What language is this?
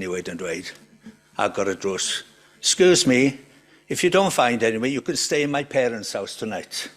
Welsh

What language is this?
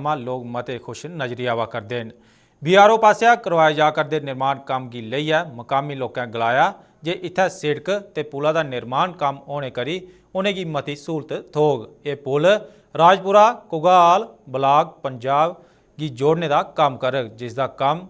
Dogri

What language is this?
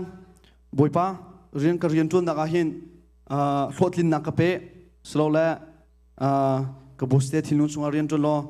Hakha Chin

